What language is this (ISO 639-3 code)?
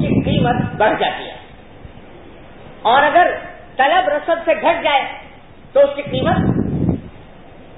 urd